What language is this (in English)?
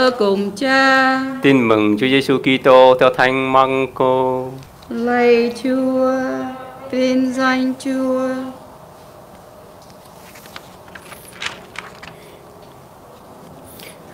Vietnamese